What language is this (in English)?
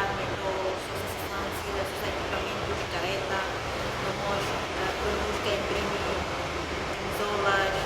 Tetum